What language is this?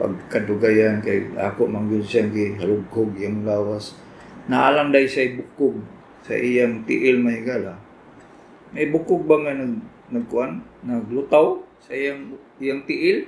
Cebuano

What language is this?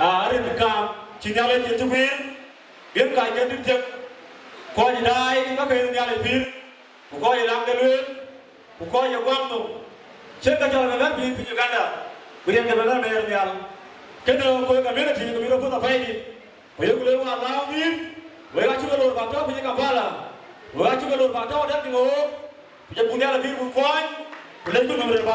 Dinka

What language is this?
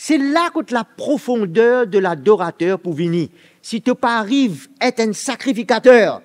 Morisyen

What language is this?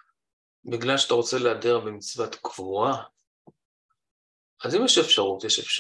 Hebrew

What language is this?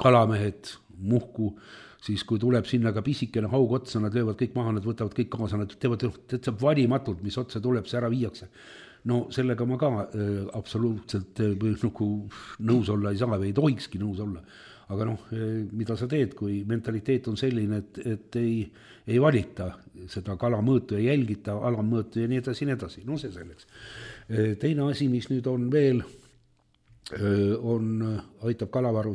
Estonian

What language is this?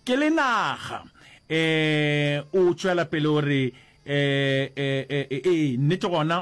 Northern Sotho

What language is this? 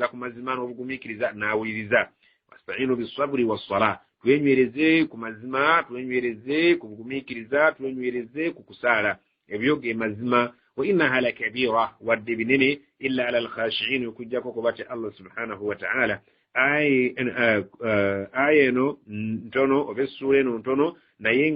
Ganda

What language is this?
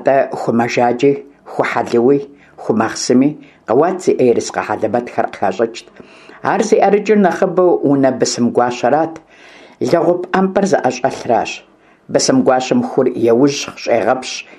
Kabardian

